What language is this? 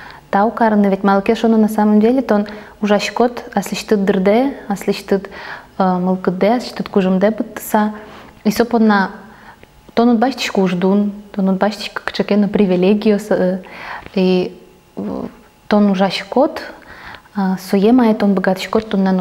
Udmurt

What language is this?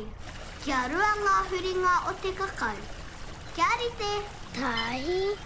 Māori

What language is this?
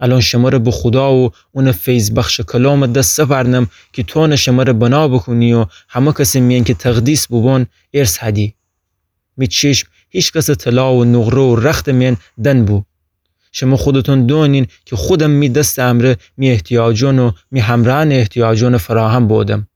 Gilaki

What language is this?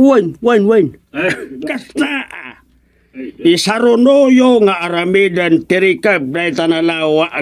Iloko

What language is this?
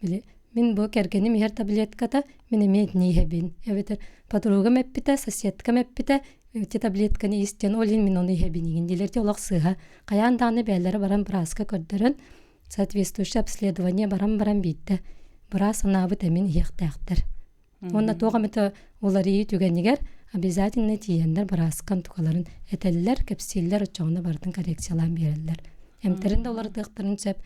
Yakut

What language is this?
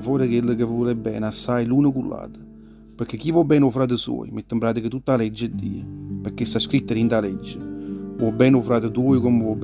Neapolitan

